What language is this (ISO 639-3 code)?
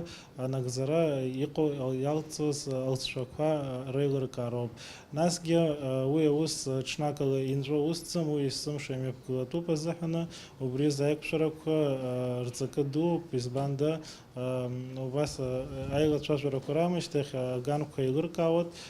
abk